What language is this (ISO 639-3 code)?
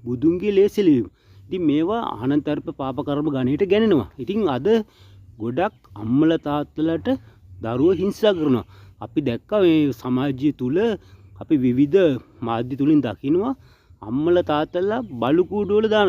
sin